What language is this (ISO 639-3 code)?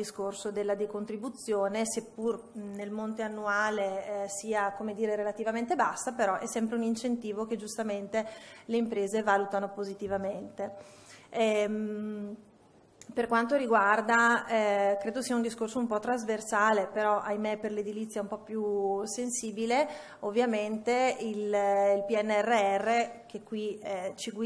ita